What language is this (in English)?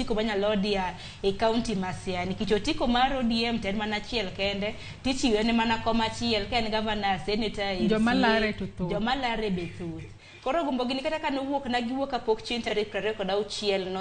Luo (Kenya and Tanzania)